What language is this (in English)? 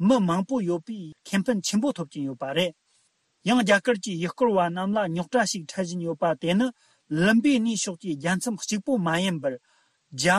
Tibetan